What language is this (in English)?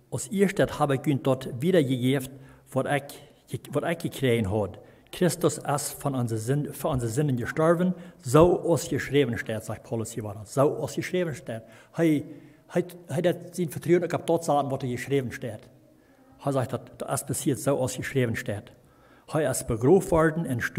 Plautdietsch